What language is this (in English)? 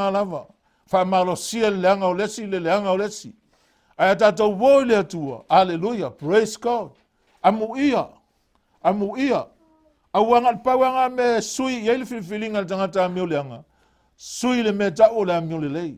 Samoan